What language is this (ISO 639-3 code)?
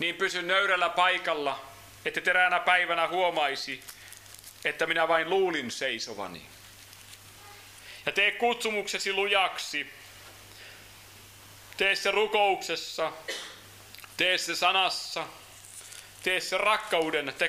fin